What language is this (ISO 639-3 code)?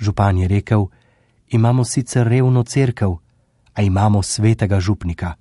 slv